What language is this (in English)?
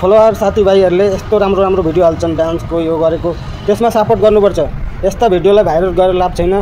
Nepali